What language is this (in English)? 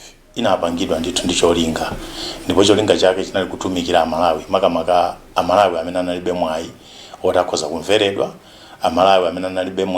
Nyanja